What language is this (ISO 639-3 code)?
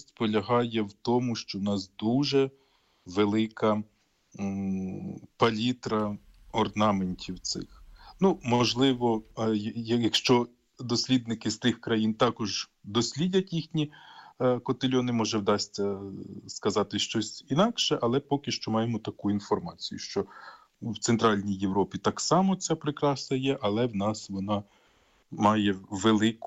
ukr